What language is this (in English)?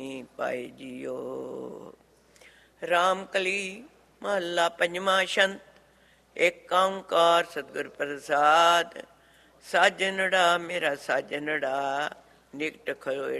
Punjabi